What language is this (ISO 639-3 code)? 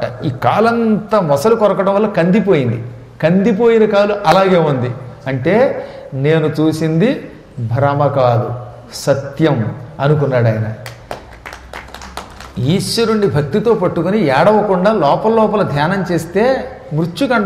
tel